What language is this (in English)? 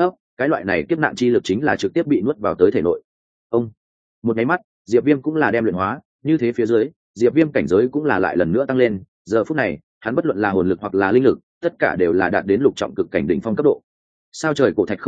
Vietnamese